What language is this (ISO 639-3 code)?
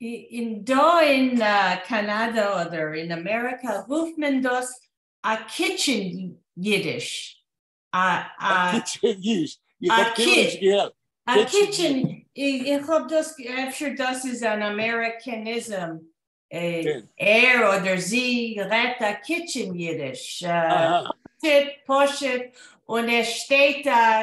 yid